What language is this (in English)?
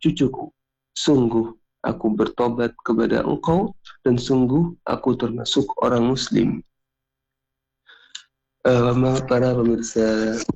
Indonesian